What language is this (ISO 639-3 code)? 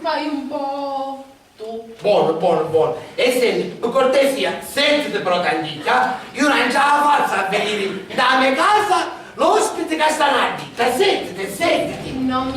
scn